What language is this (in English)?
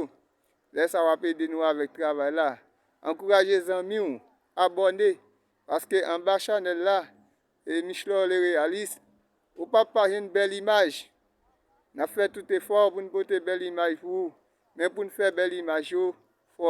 Haitian Creole